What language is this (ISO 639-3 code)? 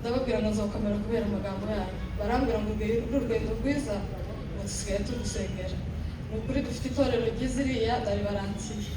kin